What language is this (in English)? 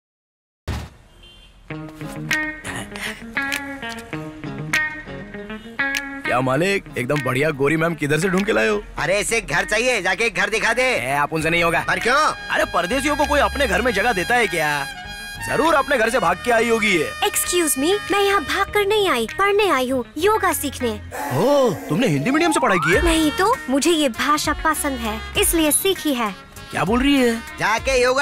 Hindi